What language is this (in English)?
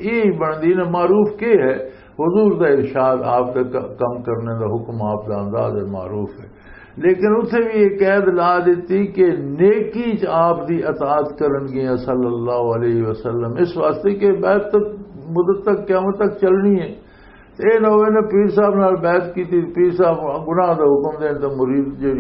Western Panjabi